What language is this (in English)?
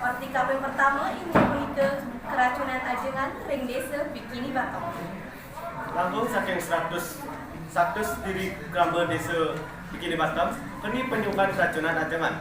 Balinese